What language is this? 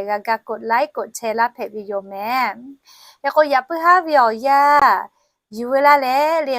Lahu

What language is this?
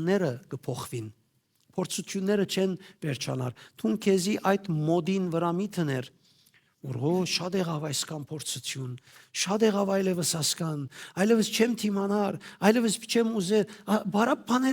Western Armenian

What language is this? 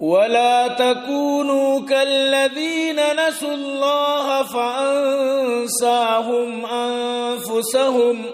Eastern Balochi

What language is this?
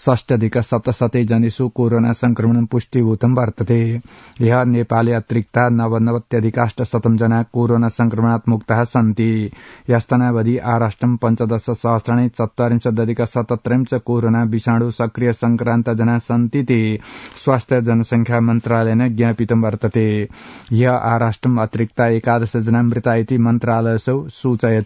Sanskrit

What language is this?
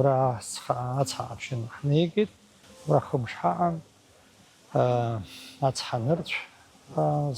Abkhazian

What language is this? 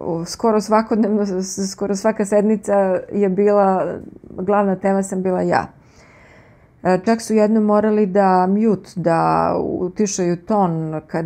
Serbian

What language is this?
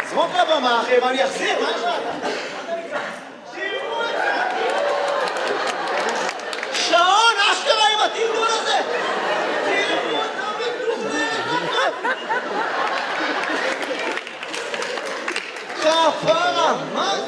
Hebrew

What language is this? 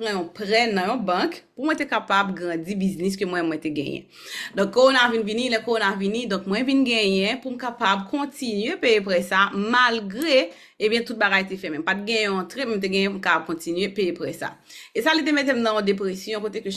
Haitian Creole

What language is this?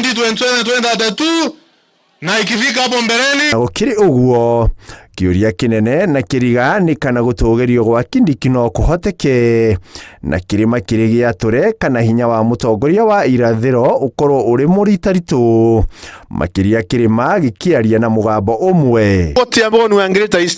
Kikuyu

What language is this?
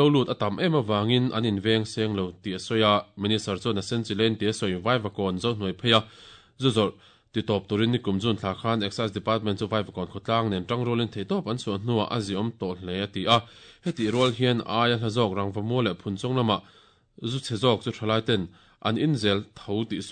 Mizo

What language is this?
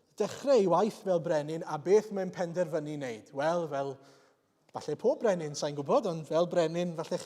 Welsh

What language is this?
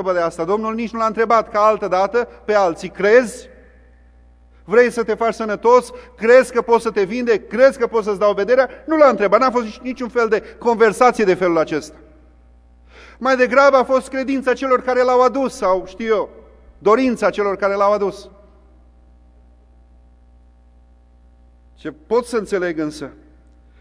Romanian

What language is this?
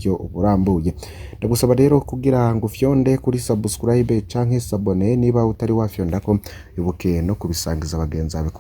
Rundi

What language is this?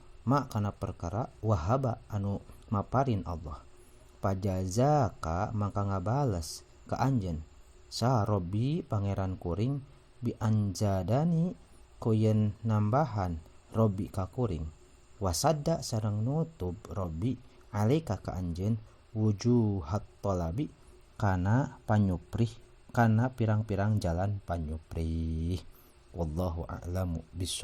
Sundanese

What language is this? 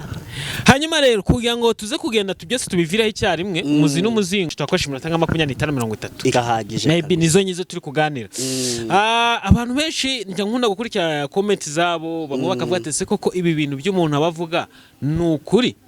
Kinyarwanda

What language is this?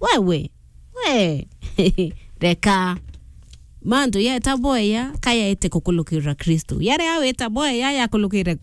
Meru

